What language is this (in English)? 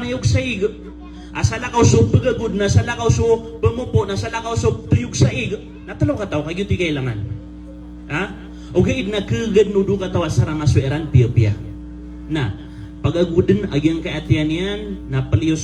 Maranao